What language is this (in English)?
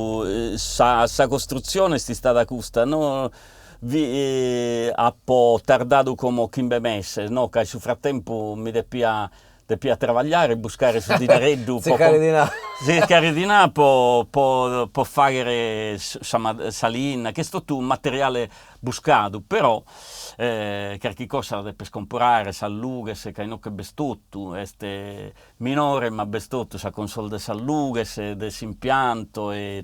Sardinian